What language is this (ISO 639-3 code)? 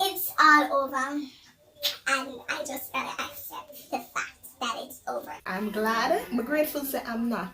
jam